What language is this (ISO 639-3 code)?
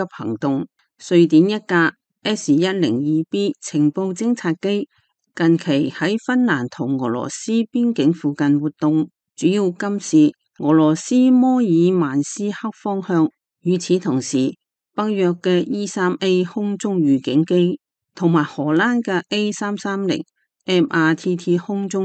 yue